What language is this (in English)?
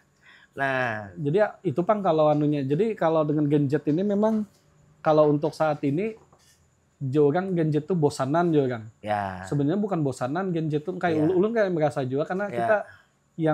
Banjar